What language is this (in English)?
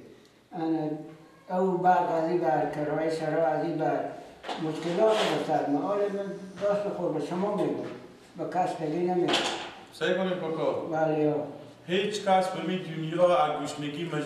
Persian